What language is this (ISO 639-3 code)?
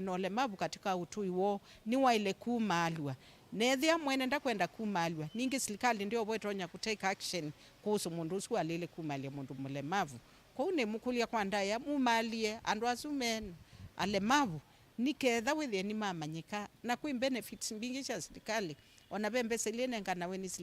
kam